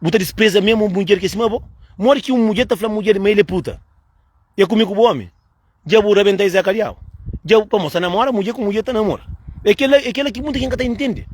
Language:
Kabuverdianu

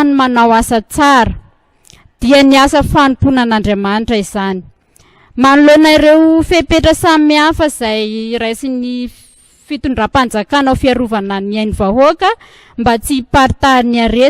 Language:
Malagasy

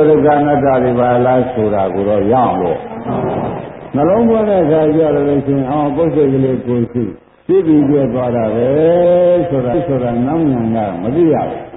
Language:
Burmese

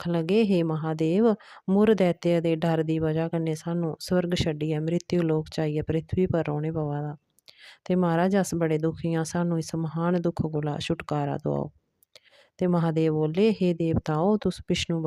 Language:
Dogri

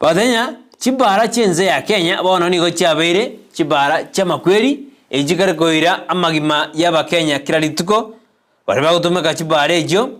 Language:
Gusii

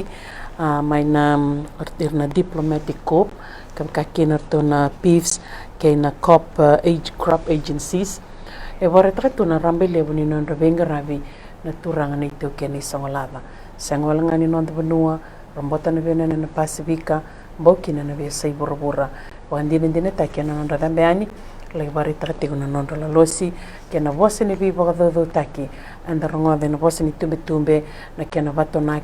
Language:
Fijian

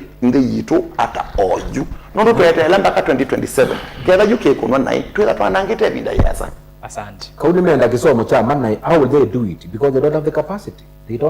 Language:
Kamba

